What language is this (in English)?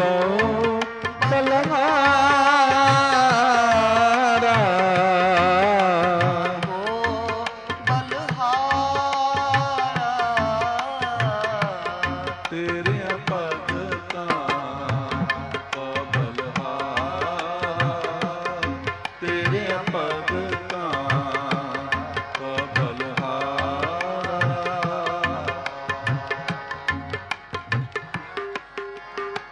Punjabi